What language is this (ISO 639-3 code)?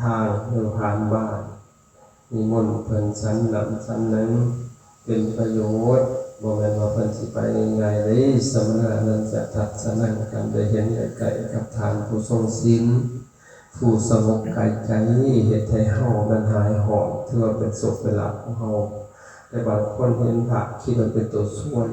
lao